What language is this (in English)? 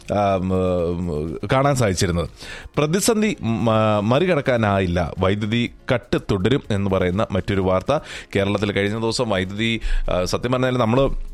Malayalam